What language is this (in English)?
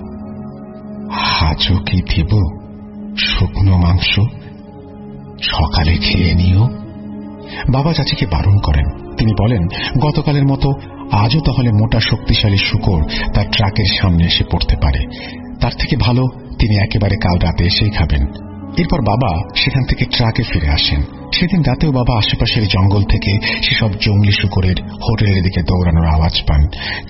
Bangla